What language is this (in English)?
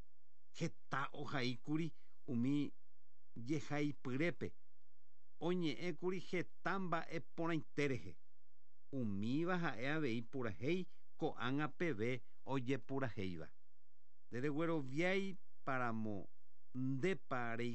Guarani